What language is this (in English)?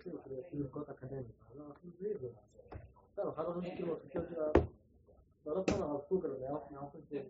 Hebrew